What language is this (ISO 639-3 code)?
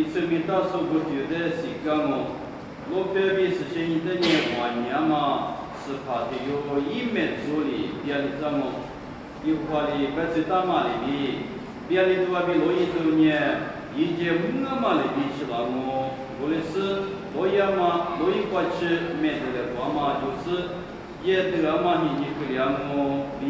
lis